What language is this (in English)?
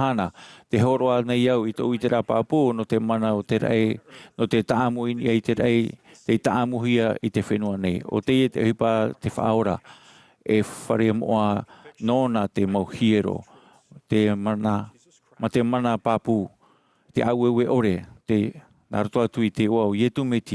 Tahitian